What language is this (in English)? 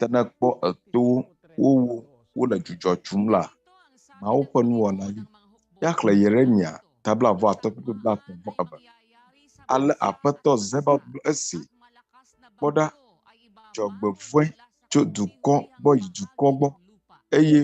Ewe